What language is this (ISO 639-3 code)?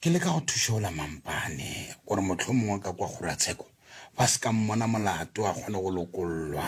nso